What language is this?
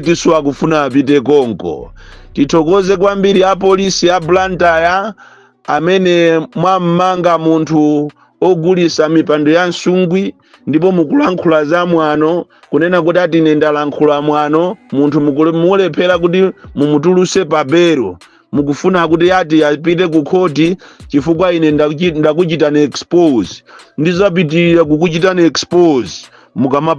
Nyanja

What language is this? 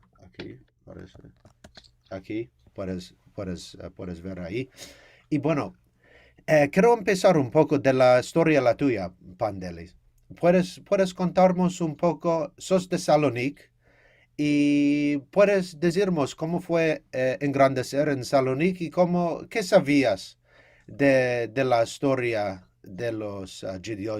Ladino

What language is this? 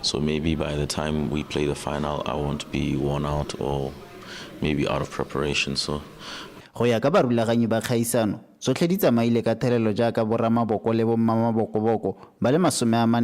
Tswana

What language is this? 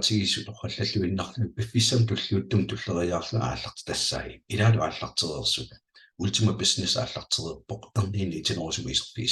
Kalaallisut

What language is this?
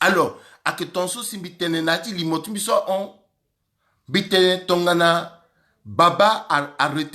Sango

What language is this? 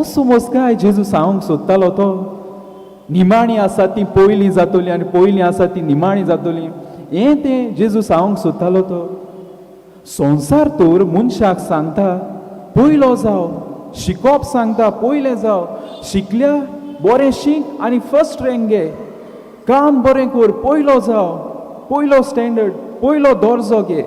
Konkani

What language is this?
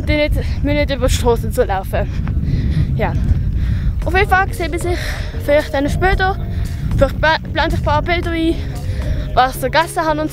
Swiss German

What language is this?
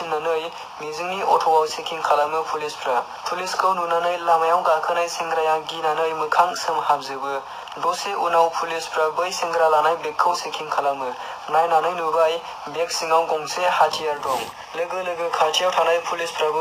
Bodo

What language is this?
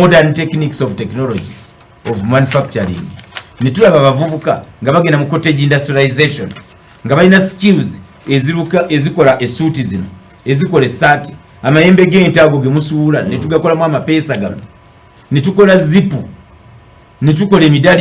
Ganda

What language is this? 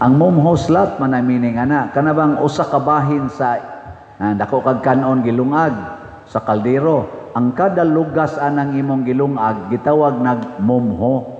Cebuano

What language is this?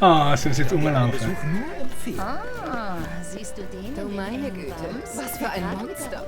Swiss German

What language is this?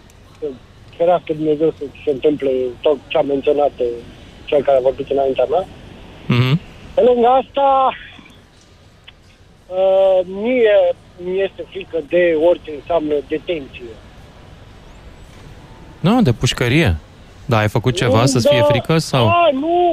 Romanian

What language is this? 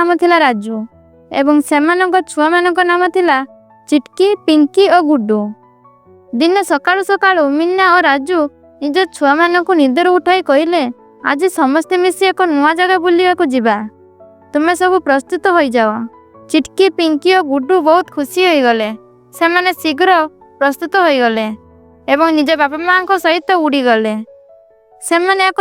Odia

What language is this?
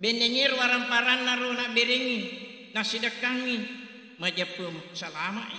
Buginese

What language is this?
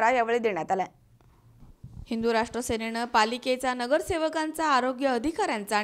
Marathi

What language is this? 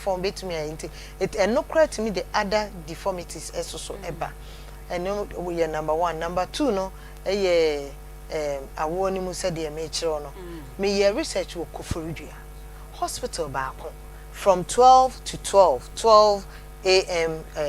Akan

